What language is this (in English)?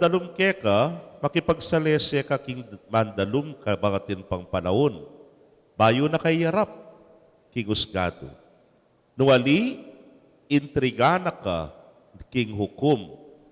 Pampanga